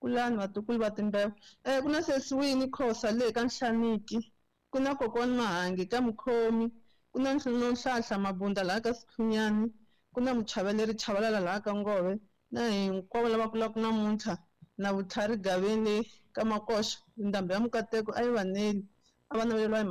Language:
Tsonga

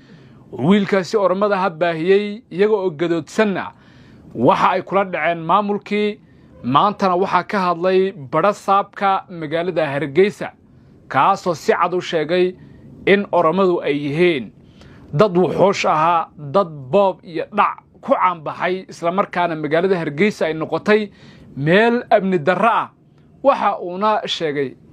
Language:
Somali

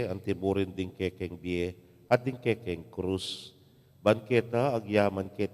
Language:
Pampanga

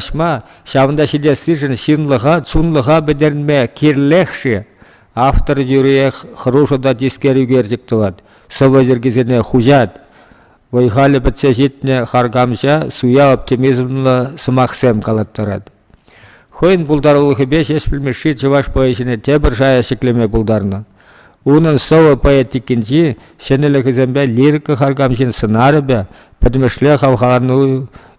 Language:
Chuvash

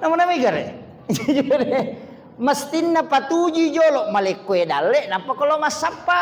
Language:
Buginese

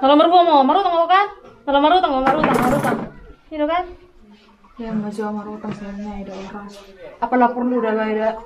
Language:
Batak Toba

